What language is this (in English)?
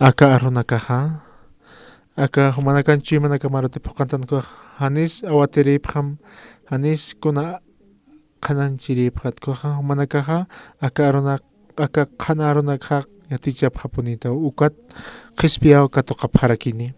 Aymara